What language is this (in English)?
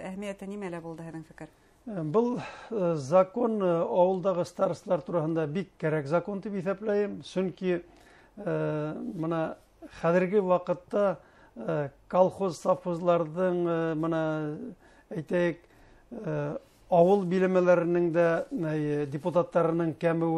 Bashkir